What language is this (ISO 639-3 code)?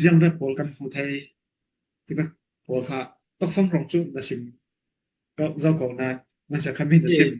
cfm